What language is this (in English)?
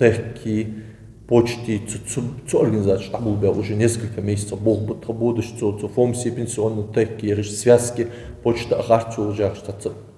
Ingush